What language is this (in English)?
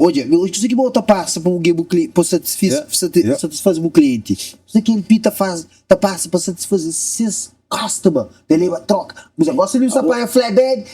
Kabuverdianu